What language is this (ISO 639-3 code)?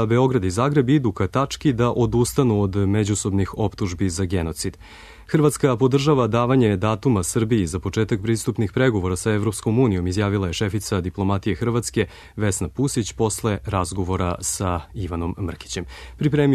srp